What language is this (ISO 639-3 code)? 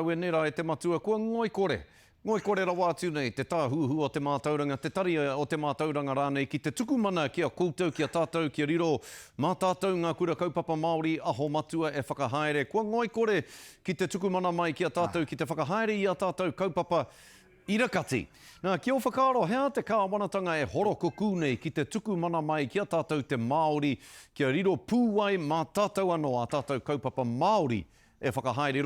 mri